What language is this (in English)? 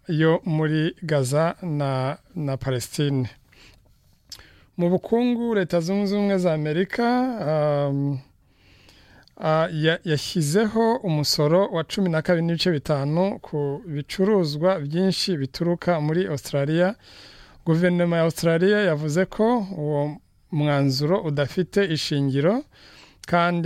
Kinyarwanda